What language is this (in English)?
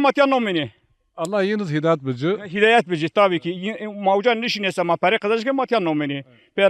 Zaza